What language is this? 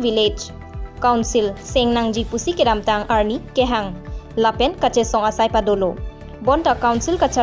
Karbi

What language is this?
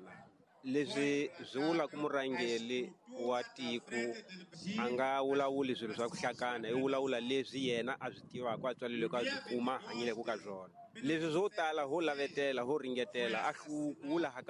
Tsonga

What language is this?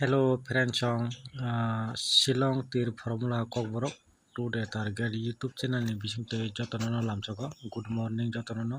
Kok Borok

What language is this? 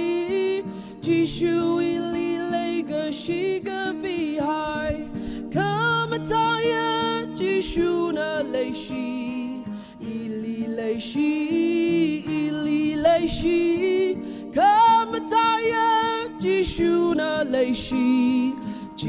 Tangkhul Naga (India)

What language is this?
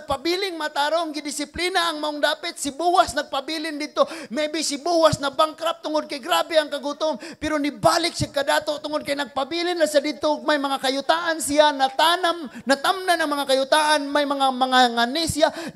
Cebuano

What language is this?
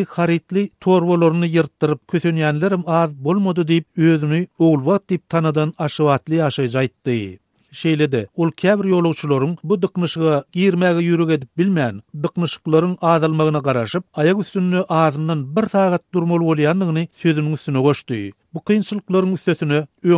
Turkmen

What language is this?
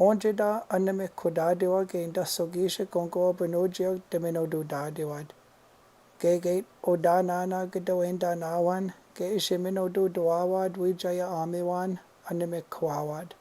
Chippewa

